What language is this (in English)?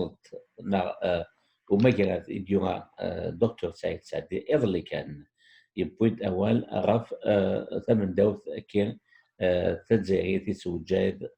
Kabyle